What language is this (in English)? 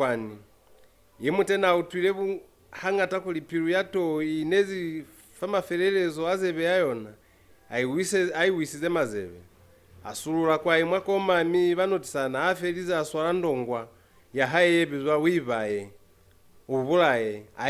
Lozi